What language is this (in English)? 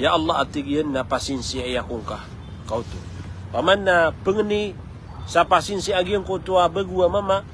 Maranao